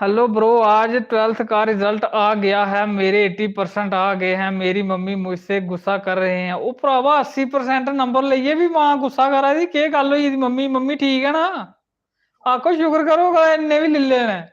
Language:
Dogri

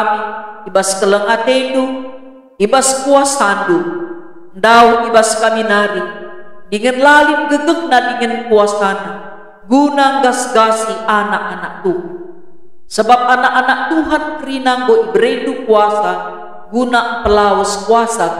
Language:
Batak Karo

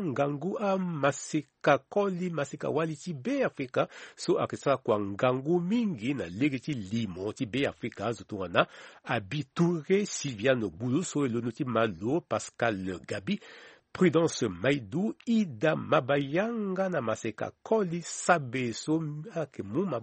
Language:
Sango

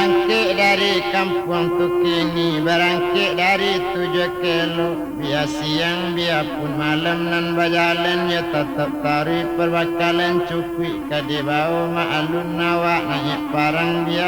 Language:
Minangkabau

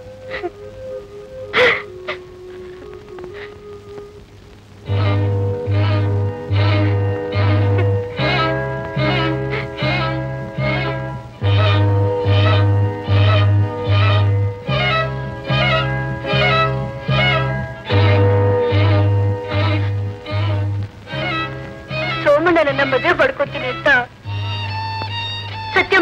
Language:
Kannada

